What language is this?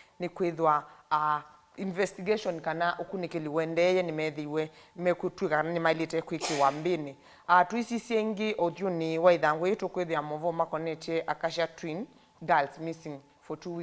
Kamba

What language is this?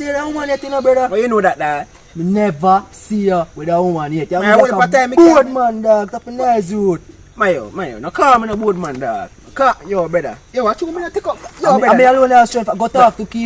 Jamaican Creole English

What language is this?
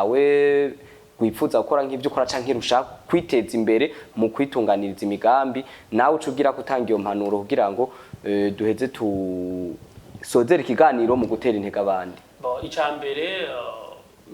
Rundi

